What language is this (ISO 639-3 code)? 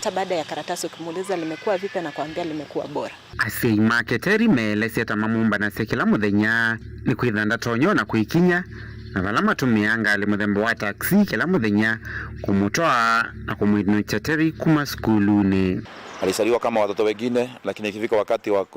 kam